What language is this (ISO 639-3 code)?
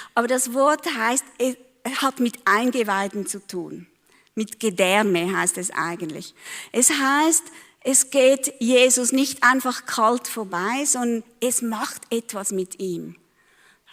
gsw